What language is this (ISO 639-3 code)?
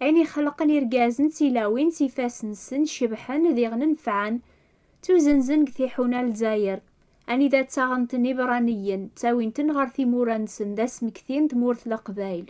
kab